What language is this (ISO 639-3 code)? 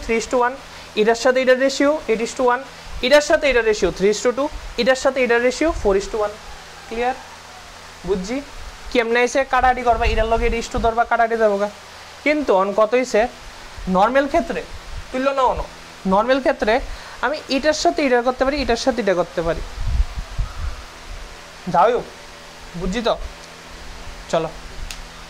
ben